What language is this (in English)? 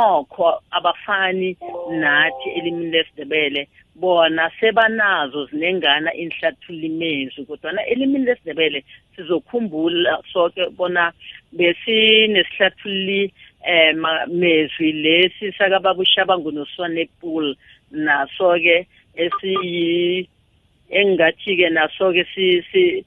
South Ndebele